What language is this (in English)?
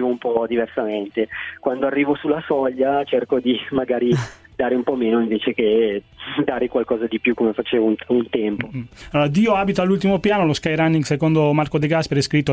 Italian